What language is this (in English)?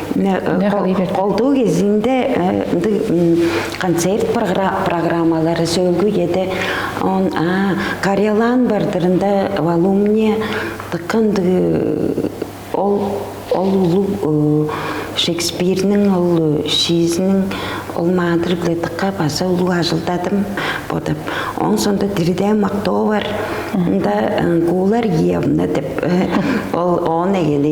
Tuvinian